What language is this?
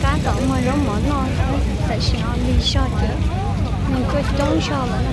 Hmong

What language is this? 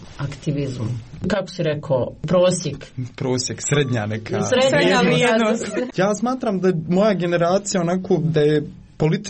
Croatian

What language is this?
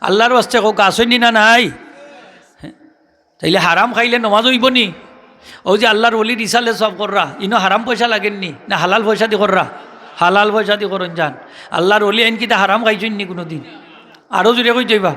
Sylheti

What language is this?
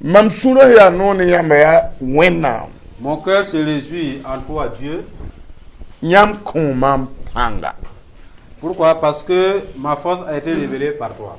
Mossi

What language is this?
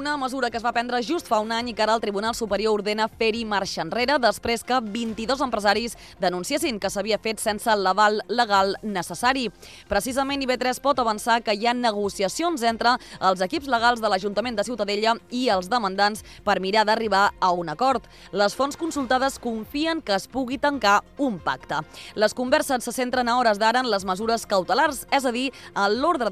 Catalan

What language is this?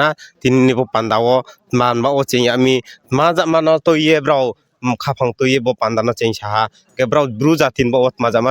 Riang (India)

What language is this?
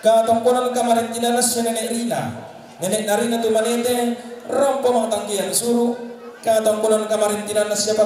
Toraja-Sa'dan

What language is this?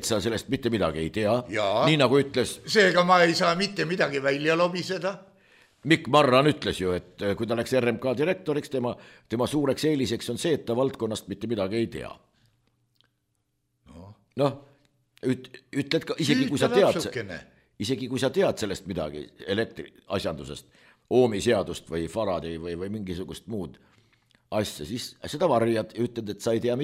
Estonian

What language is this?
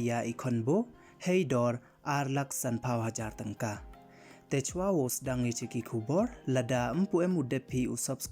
Pnar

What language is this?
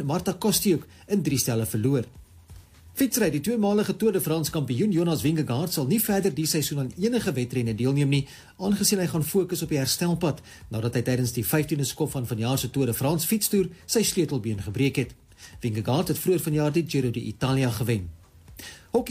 Afrikaans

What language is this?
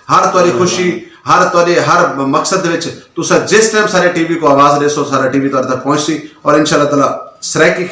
Saraiki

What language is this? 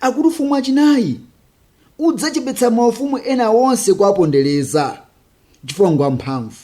Nyanja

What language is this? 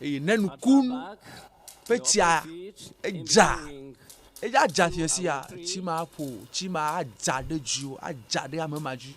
Ewe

